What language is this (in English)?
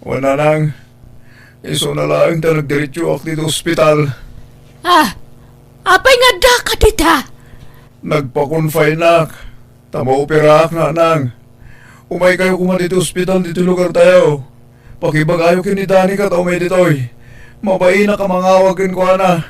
Iloko